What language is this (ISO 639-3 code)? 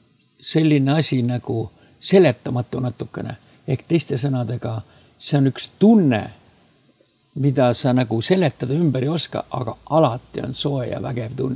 est